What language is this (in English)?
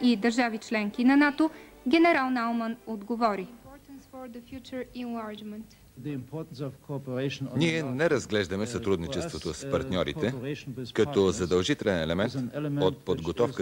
Bulgarian